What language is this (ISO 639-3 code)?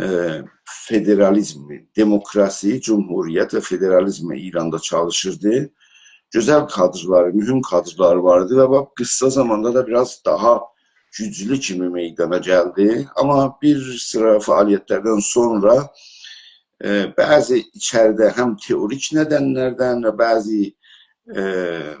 azb